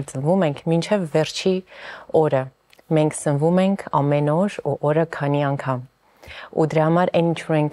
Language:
Armenian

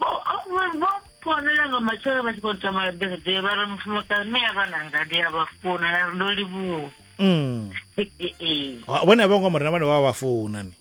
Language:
Venda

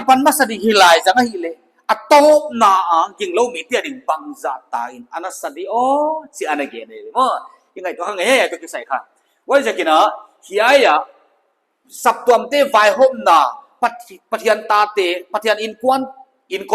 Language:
Paite Chin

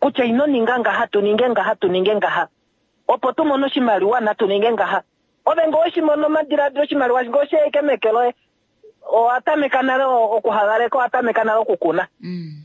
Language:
Kuanyama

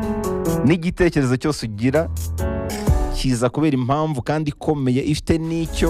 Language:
Kinyarwanda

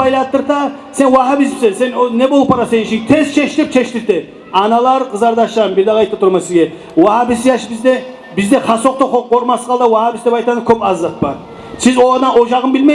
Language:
Kumyk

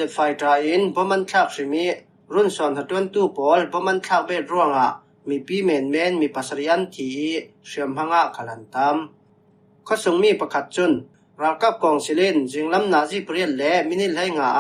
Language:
Falam Chin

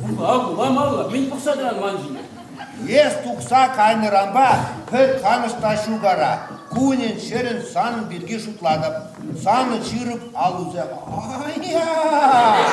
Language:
Chuvash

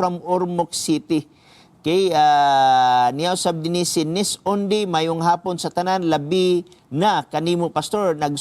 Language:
Cebuano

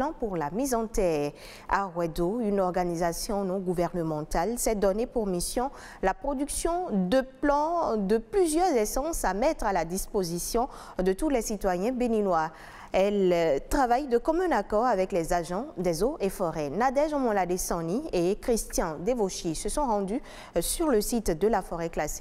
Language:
French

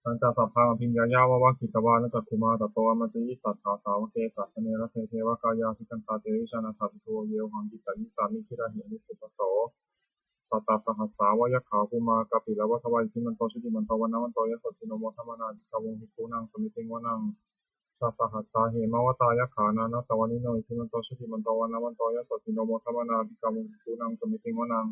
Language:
Pali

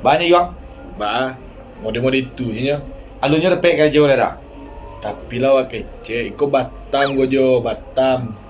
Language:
Minangkabau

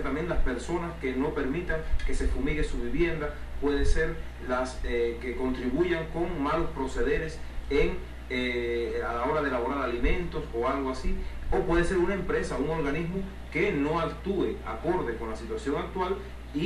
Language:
Spanish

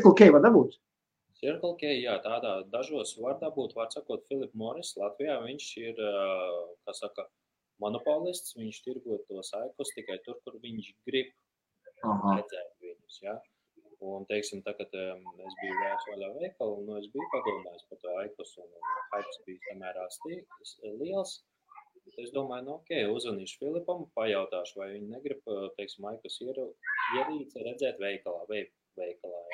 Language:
Latvian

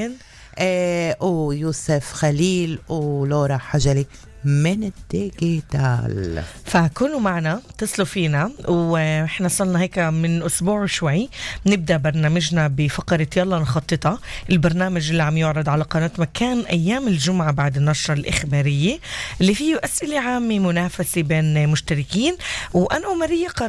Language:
North Levantine Arabic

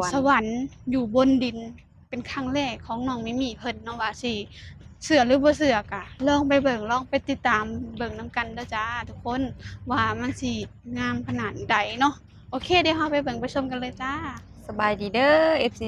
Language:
Lao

